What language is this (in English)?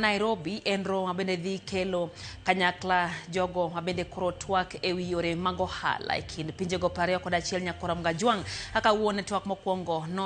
Luo (Kenya and Tanzania)